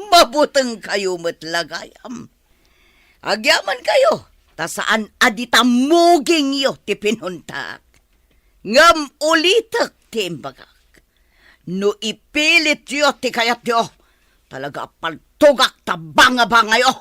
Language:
Iloko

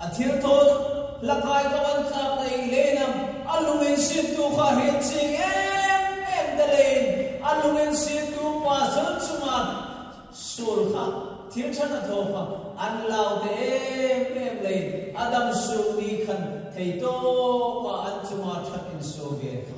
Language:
Hmar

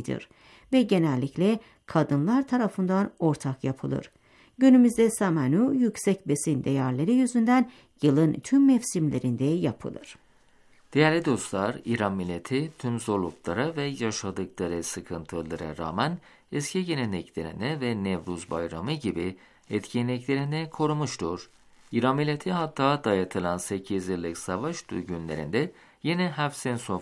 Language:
Turkish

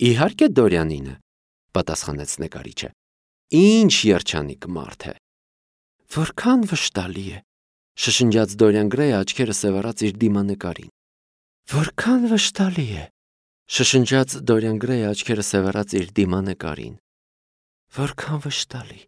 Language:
Armenian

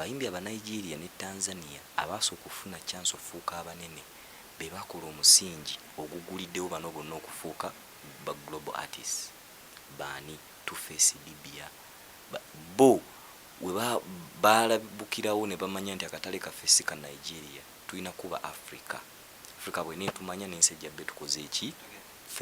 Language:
Ganda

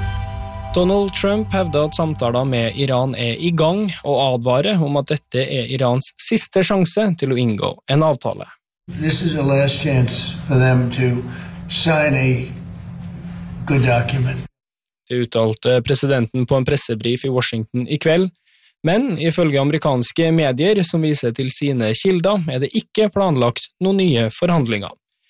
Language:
Norwegian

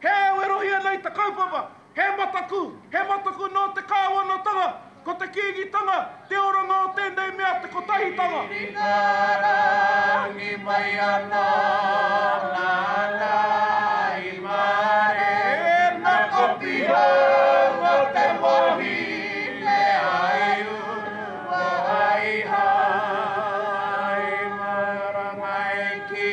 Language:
Māori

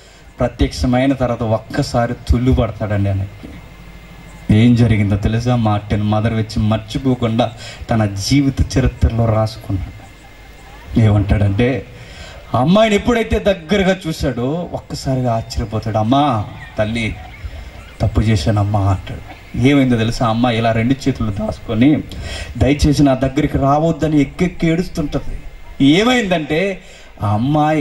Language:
Telugu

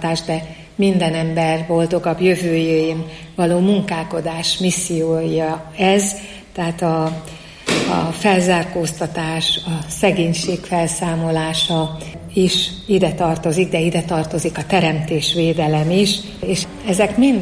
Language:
Hungarian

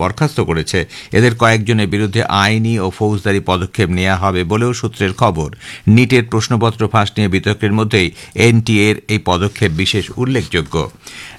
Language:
Bangla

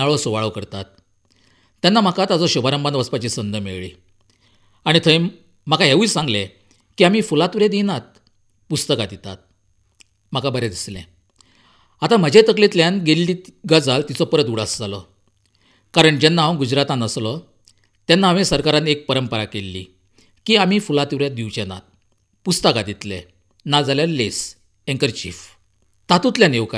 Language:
Konkani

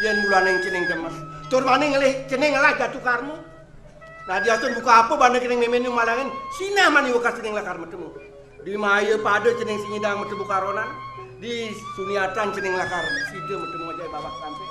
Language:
Balinese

